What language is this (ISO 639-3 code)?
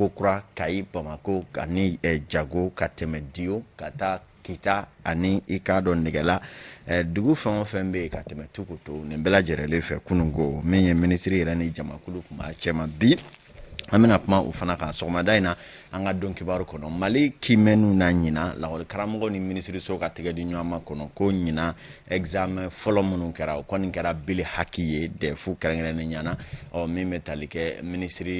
bam